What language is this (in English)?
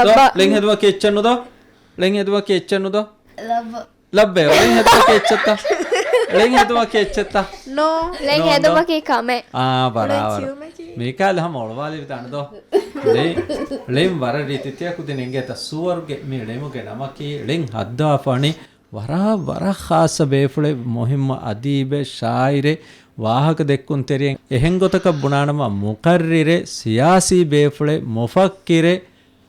Divehi